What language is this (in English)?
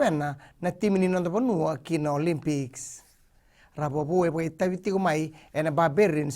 Fijian